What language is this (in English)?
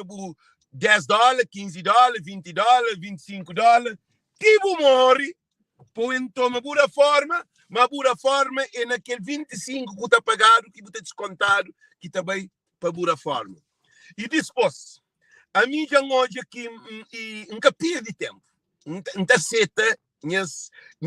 Kabuverdianu